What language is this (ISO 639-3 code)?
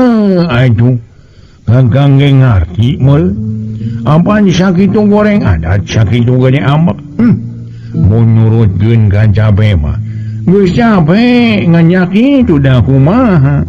sun